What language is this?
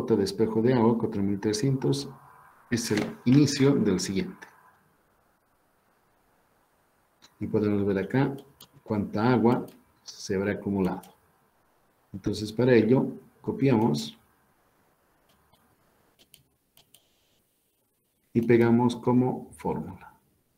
Spanish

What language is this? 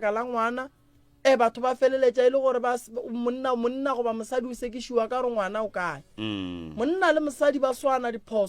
Northern Sotho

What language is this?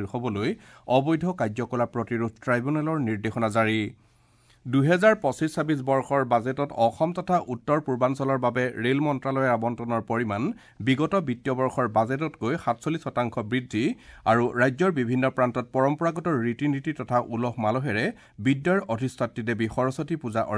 Assamese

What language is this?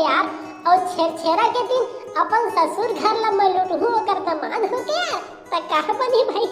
Chhattisgarhi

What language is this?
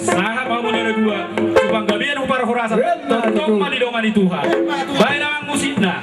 Batak Toba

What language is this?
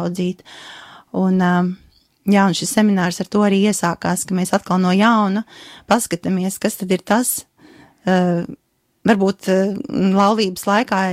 Latvian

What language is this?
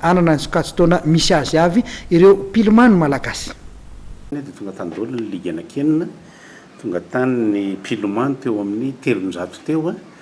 Malagasy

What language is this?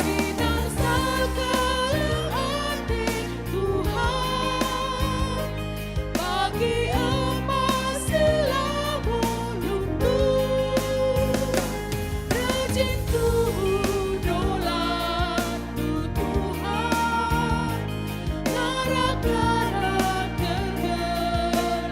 Batak Karo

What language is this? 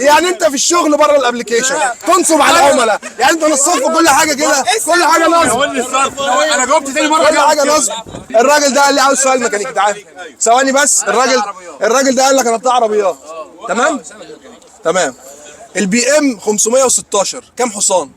Egyptian Arabic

